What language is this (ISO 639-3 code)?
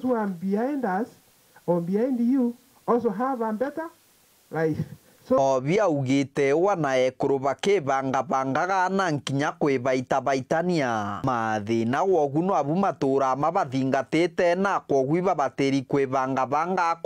mer